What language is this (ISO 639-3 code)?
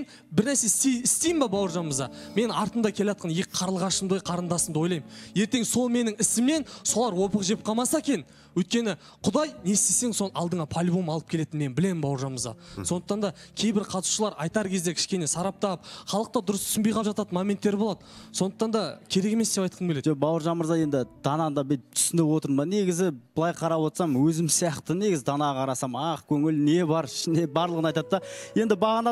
kaz